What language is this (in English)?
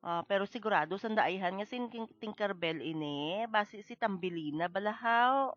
Hiligaynon